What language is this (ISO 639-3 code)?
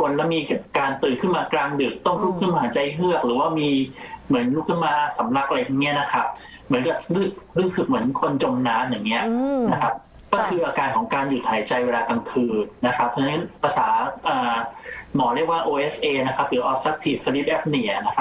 tha